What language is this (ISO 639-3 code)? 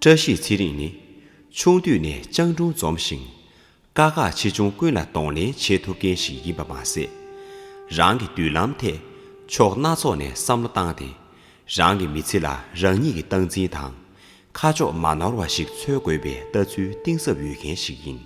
bod